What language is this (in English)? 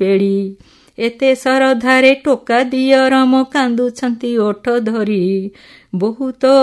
Odia